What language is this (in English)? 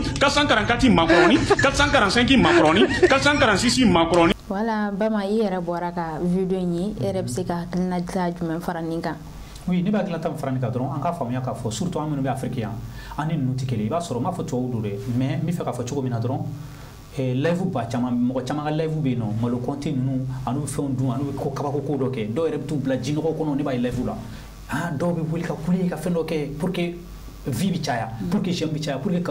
Bambara